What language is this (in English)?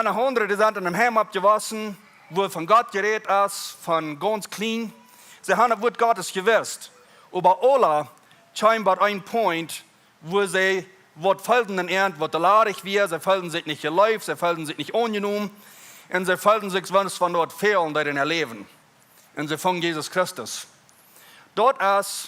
Plautdietsch